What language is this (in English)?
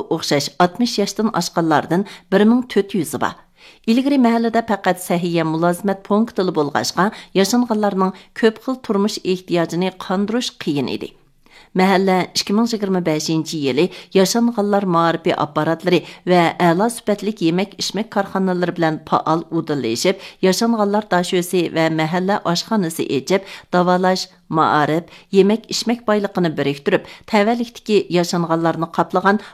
Uyghur